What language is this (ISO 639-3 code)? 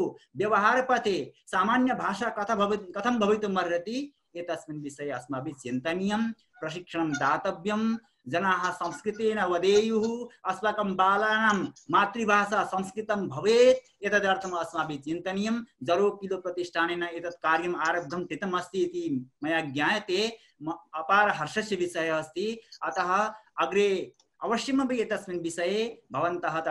san